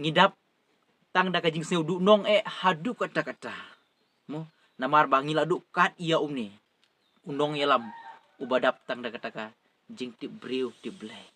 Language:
Khasi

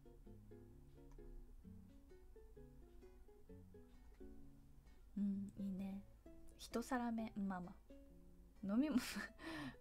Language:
Japanese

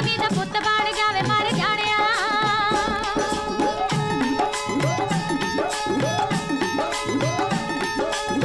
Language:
Punjabi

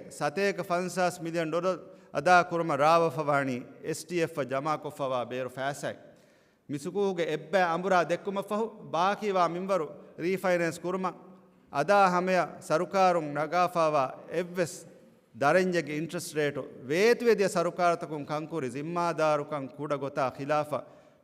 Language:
Divehi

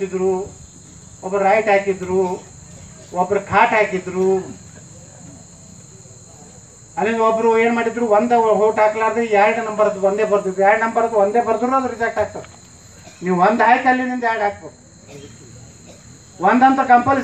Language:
Kannada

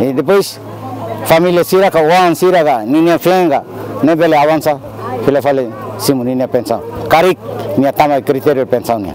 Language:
Tetum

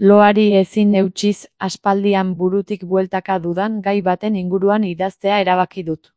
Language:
Basque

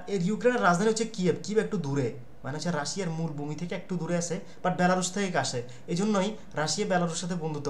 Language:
Bangla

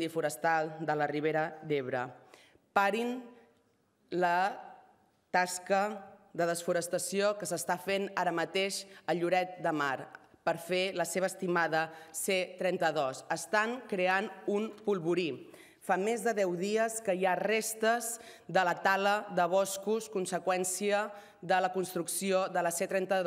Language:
Catalan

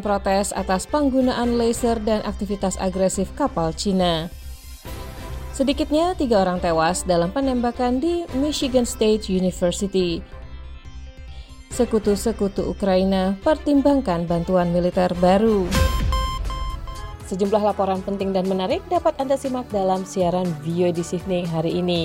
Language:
Indonesian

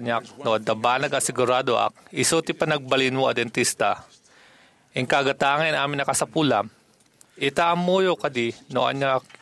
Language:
Iloko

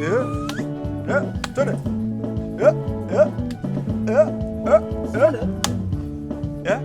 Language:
Meru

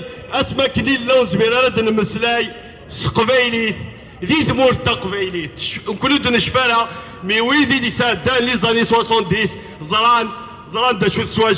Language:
Kabyle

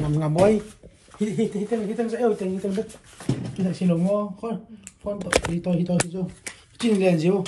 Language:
Tedim Chin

